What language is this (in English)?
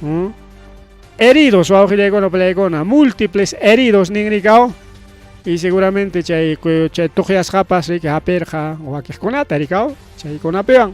Ayacucho Quechua